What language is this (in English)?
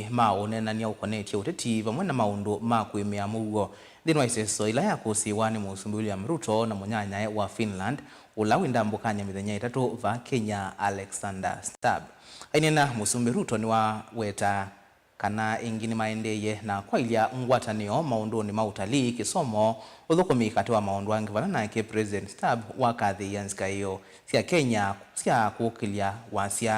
Kamba